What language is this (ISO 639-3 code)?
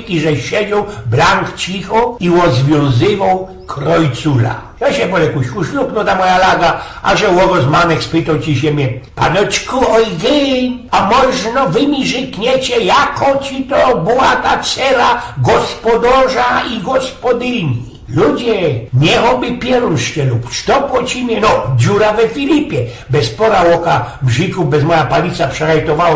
szl